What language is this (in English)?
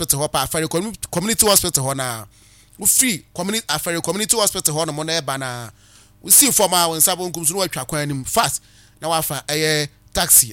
Akan